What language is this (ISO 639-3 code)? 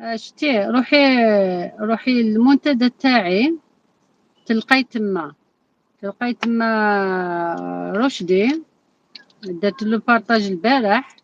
arq